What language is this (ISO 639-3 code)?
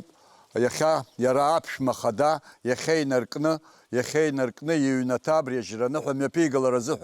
abk